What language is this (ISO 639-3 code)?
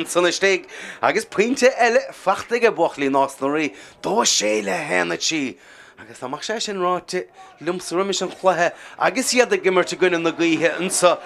gle